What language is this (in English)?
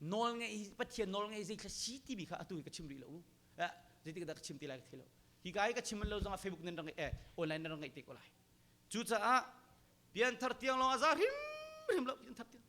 Hakha Chin